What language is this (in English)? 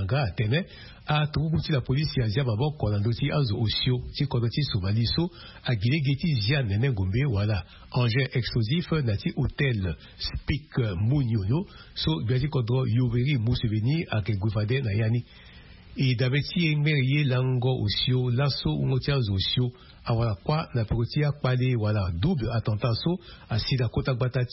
Sango